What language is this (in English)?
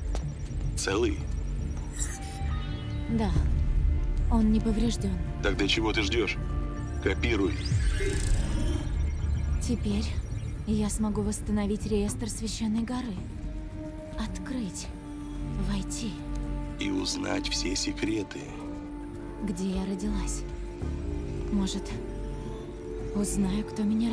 Russian